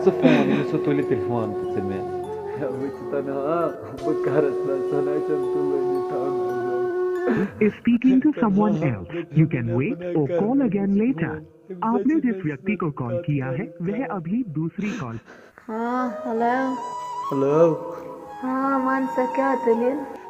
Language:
Kashmiri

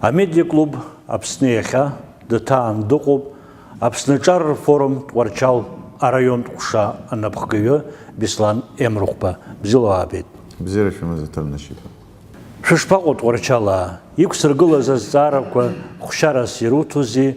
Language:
Abkhazian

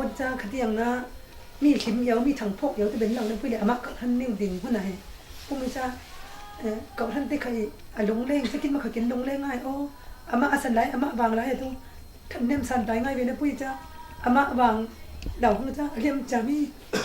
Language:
Falam Chin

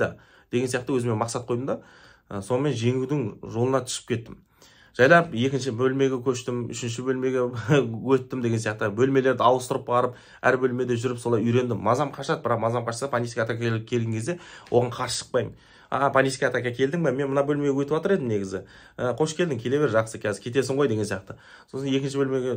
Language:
Kazakh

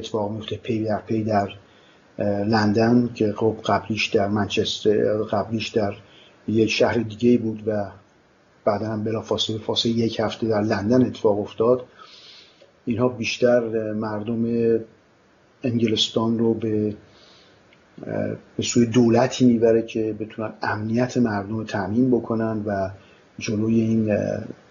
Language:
Persian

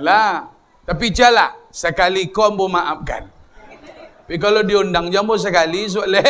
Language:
Minangkabau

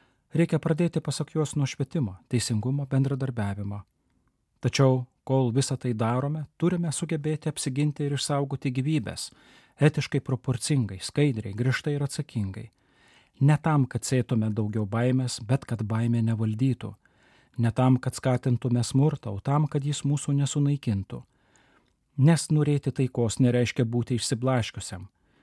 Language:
Lithuanian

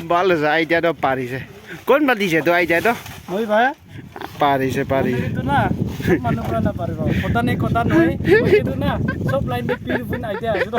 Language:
Naga Pidgin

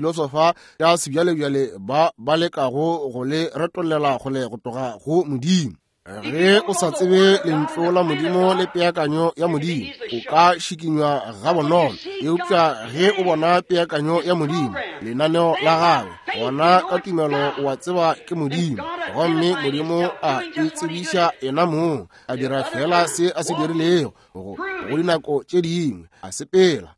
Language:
Northern Sotho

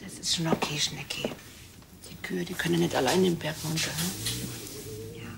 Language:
Bavarian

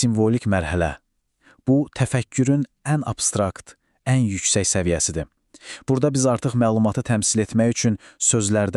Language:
Azerbaijani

